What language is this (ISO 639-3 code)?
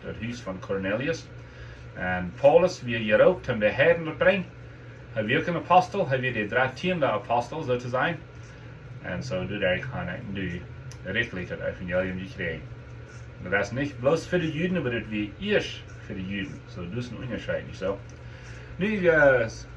pdt